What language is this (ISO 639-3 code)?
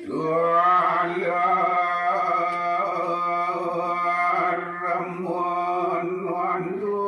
ban